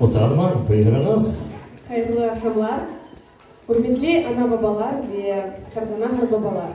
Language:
Crimean Tatar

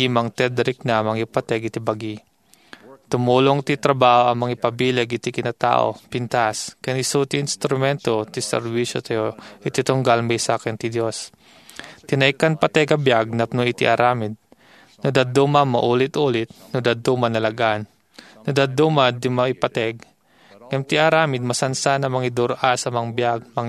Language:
Iloko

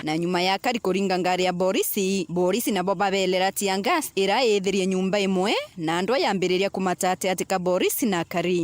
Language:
Meru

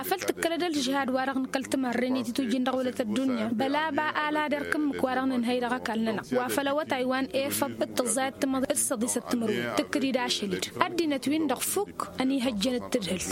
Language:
Tamasheq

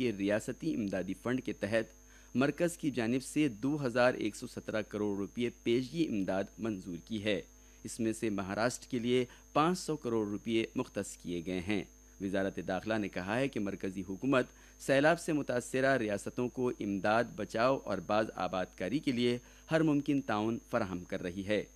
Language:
Urdu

